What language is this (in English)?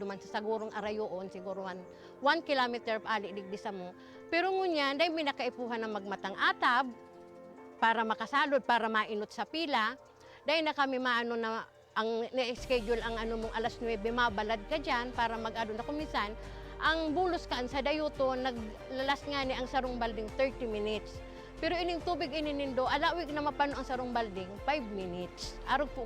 Bikol